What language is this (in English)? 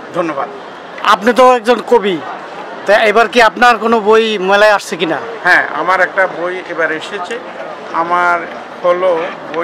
Bangla